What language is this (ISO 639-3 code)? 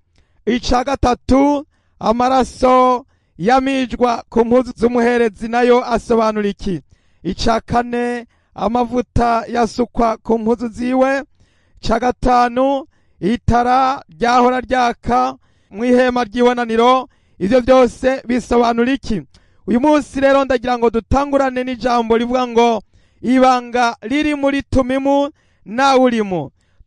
run